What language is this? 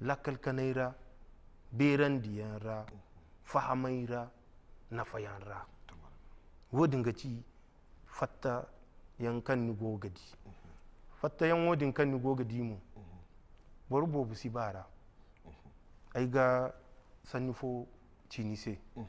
Zarma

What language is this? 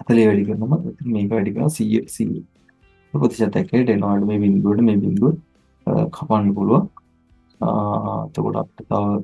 Sinhala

